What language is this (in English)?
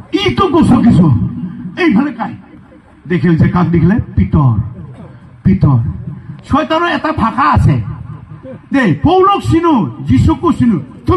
Assamese